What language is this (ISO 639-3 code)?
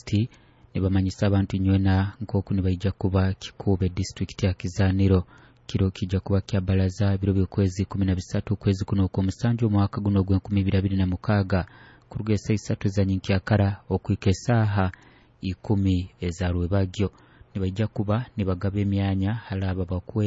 nyo